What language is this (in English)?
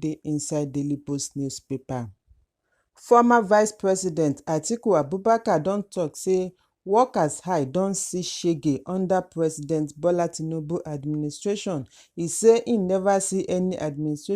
Nigerian Pidgin